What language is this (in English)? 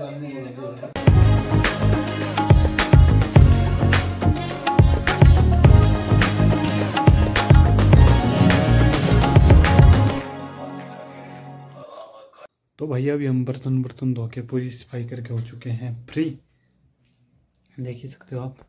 Hindi